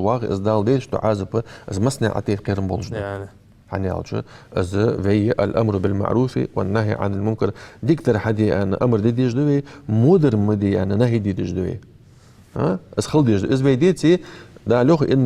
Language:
Ingush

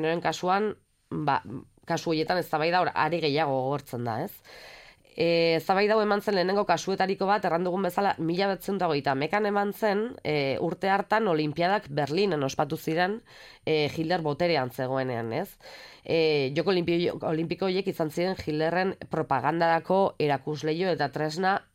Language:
Basque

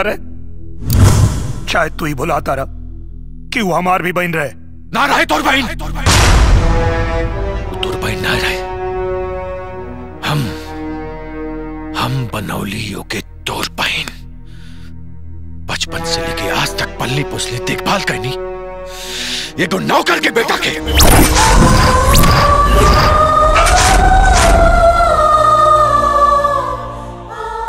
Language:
Bhojpuri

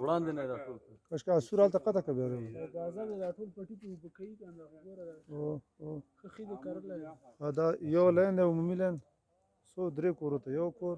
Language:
Pashto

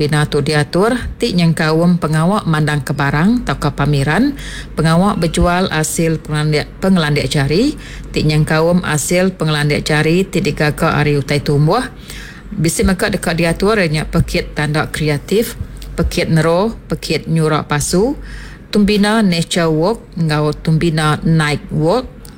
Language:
Iban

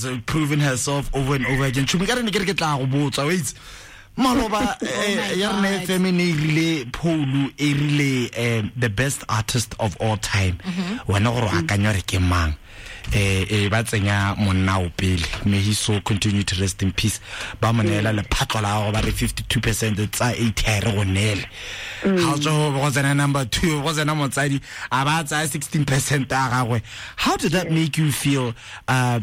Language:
Tswana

